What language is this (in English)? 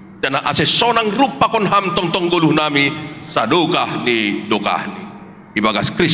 Batak Simalungun